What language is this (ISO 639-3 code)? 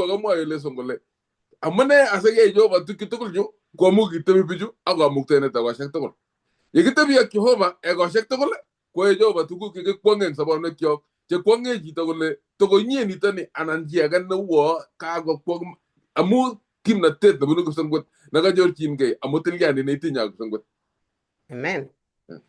kln